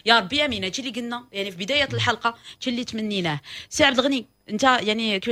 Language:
Moroccan Arabic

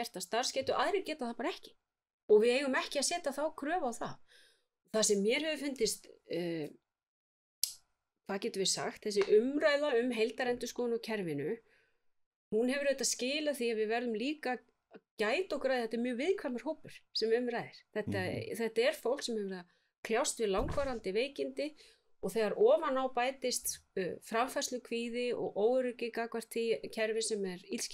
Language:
Icelandic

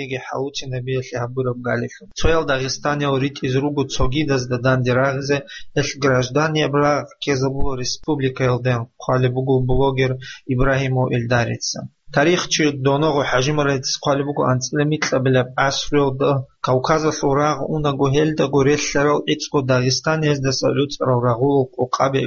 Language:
Avaric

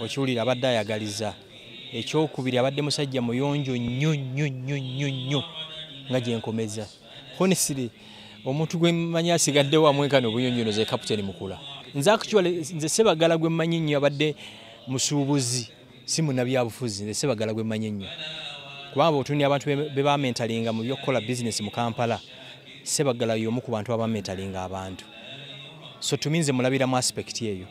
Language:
Ganda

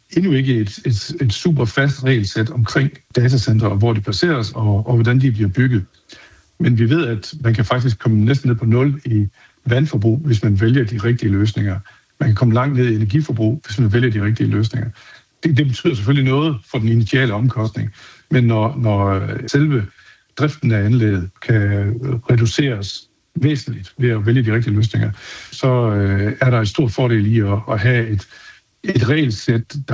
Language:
Danish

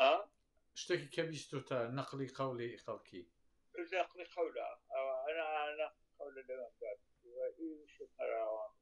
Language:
Central Kurdish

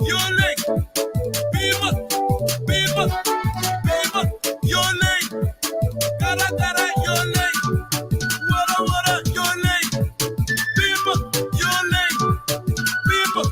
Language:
Acoli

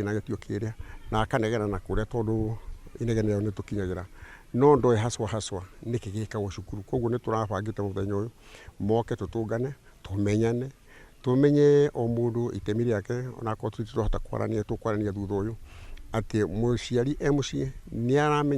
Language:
Kikuyu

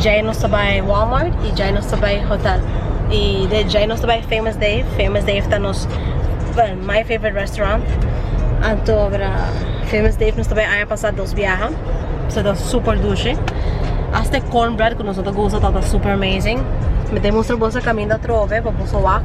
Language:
Papiamento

